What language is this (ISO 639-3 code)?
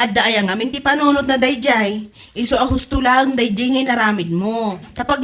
ilo